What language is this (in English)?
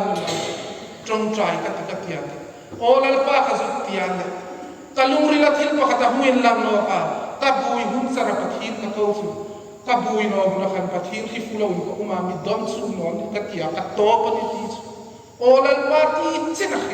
Hmar